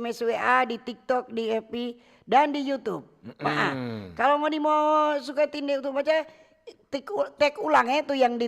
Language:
Manado Malay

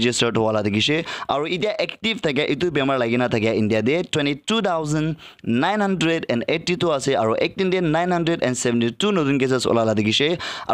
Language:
Naga Pidgin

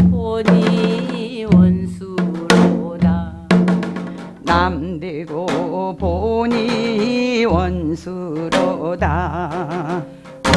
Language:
Korean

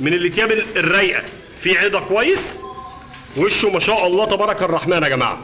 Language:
Egyptian Arabic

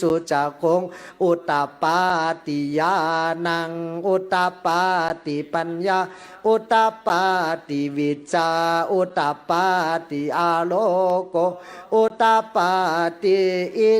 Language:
Pali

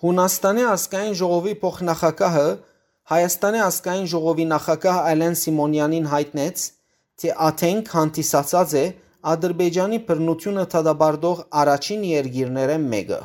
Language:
Western Armenian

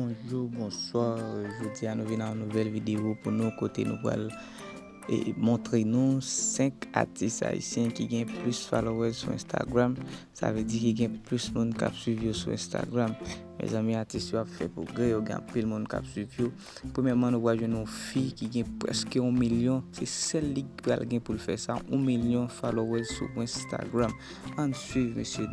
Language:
Haitian Creole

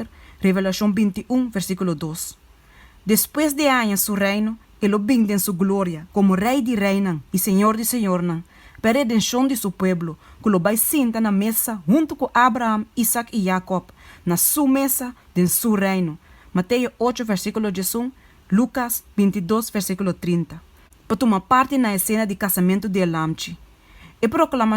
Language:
Papiamento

